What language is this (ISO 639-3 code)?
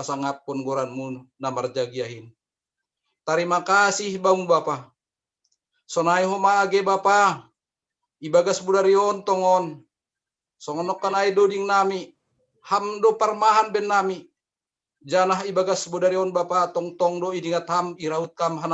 bts